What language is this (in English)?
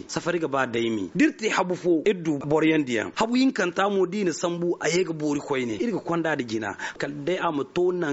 Zarma